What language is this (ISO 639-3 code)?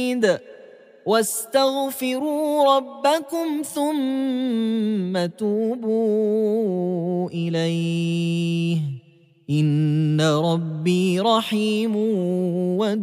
ara